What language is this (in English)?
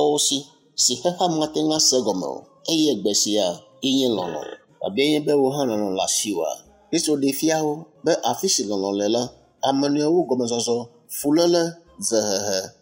Ewe